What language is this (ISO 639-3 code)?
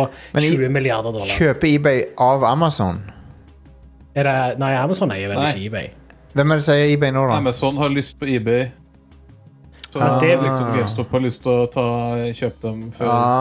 nor